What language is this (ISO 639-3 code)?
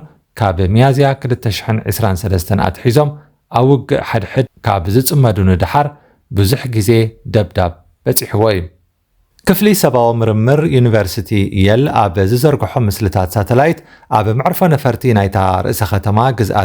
tir